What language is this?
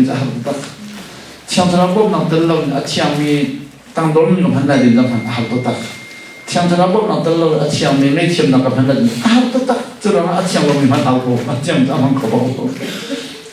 Hakha Chin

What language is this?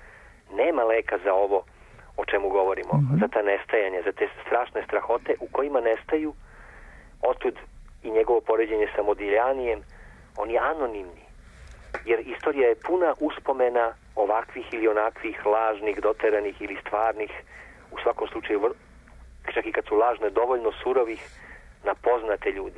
Serbian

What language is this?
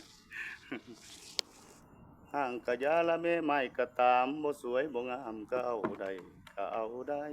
Lao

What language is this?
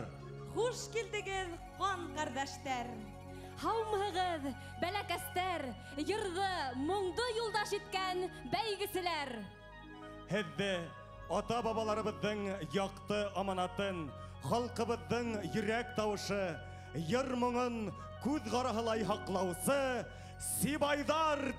Bashkir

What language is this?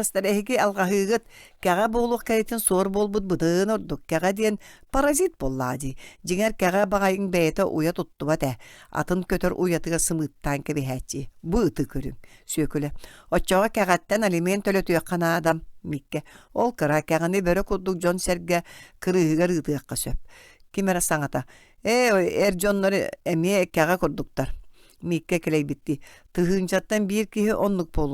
Yakut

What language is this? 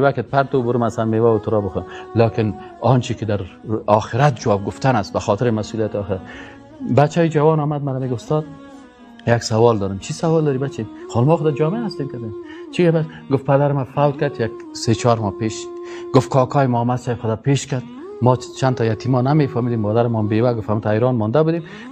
Persian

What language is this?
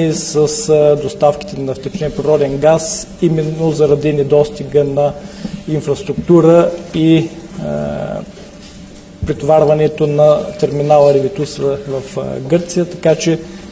Bulgarian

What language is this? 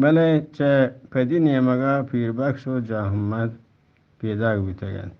Eastern Balochi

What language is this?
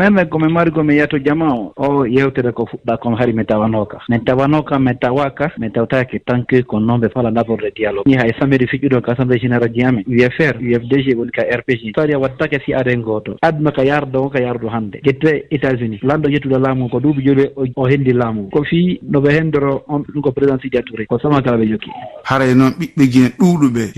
Fula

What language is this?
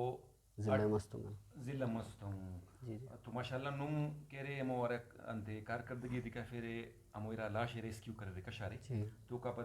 Brahui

